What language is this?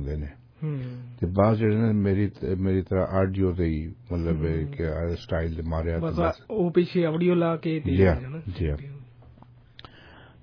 Punjabi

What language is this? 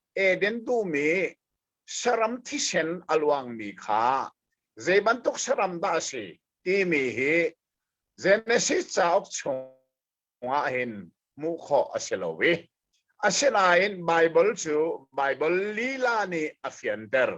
Hakha Chin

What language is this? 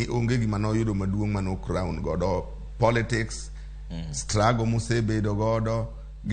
Luo (Kenya and Tanzania)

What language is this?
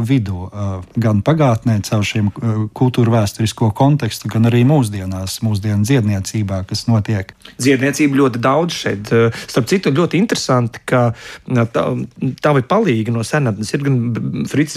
Latvian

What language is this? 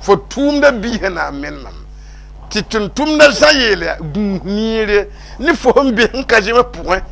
Mossi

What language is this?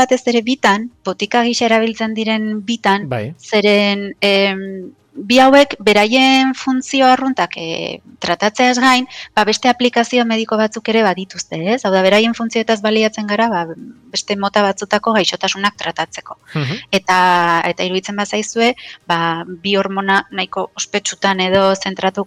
Basque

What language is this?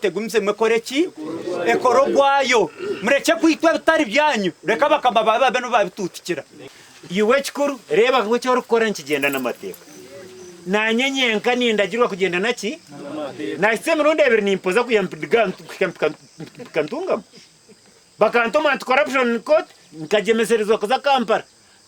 Nyankole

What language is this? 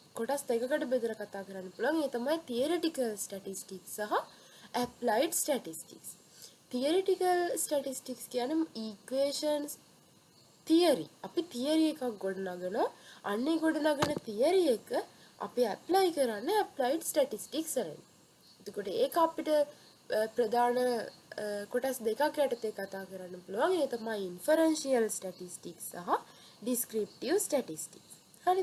Sinhala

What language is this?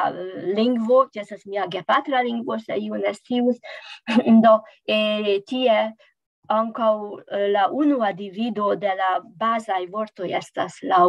Esperanto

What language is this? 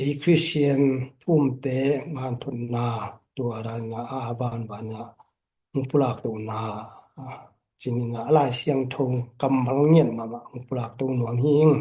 Tedim Chin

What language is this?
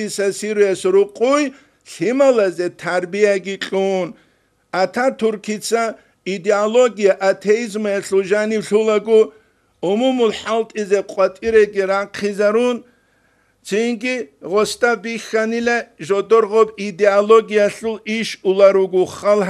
Avaric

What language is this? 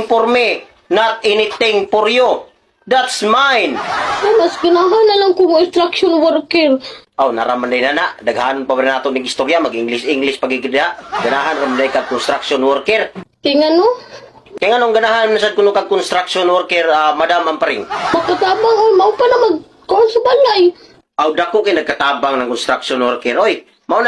Cebuano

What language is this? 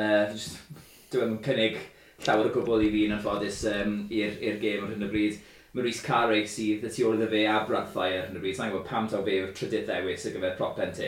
Welsh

